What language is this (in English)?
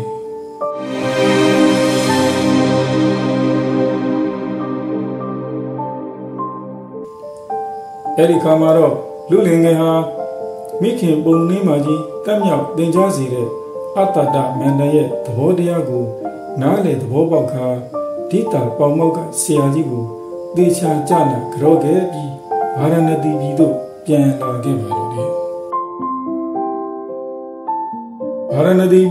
Burmese